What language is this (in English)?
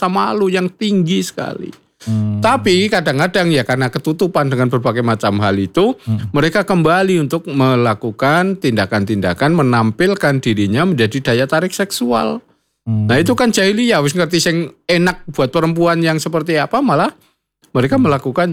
Indonesian